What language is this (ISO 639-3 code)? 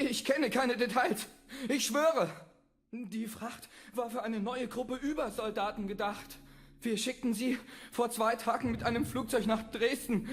bar